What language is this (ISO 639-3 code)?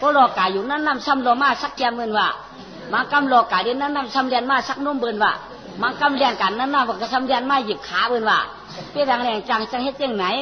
shn